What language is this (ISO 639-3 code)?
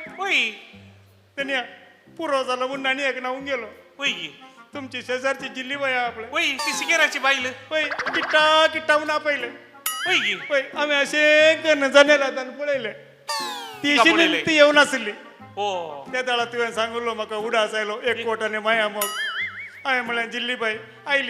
kok